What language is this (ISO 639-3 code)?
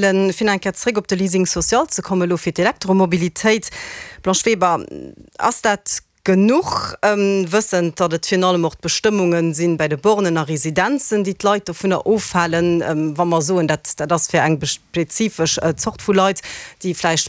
ltz